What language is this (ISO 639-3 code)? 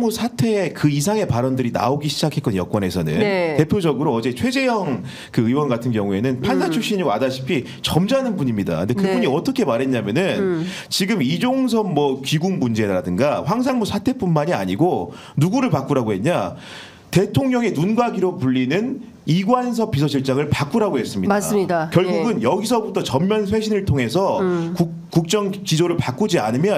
kor